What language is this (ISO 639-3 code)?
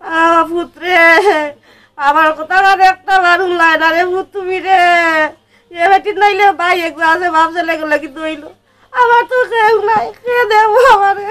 syl